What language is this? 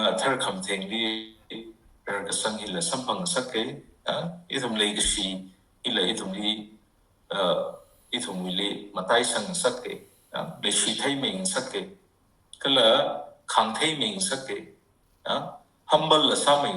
Tangkhul Naga (India)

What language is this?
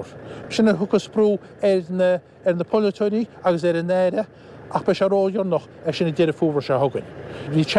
Irish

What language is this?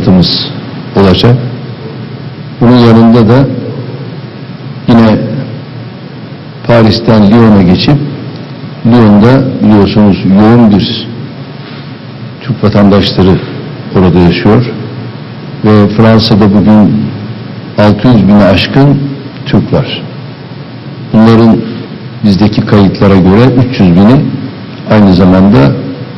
Turkish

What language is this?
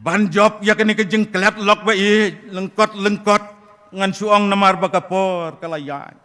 Khasi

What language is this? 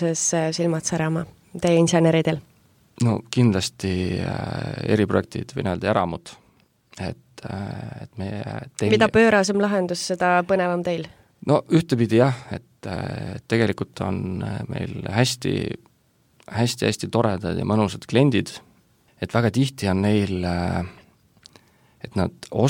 Estonian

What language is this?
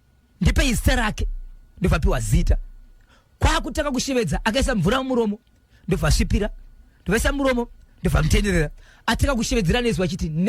Shona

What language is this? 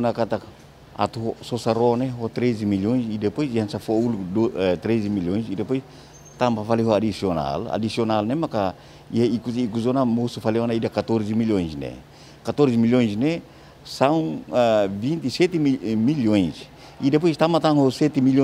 Tetum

